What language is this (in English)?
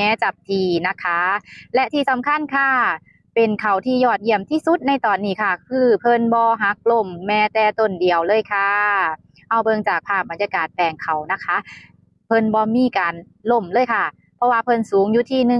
Northeastern Thai